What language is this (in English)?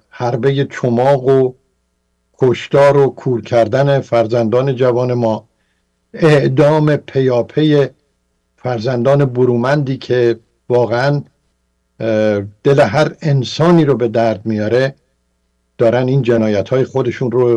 Persian